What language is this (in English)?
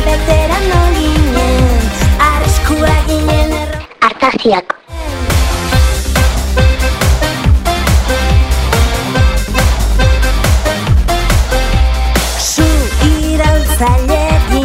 Basque